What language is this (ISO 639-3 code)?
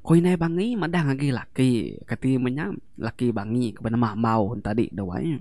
iba